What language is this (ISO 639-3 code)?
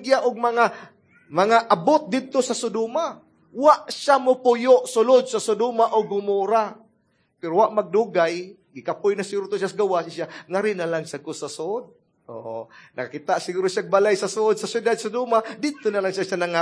ceb